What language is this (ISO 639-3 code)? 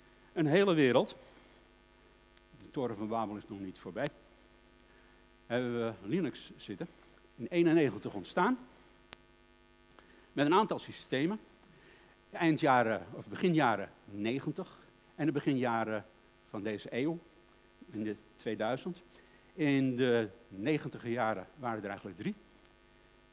nld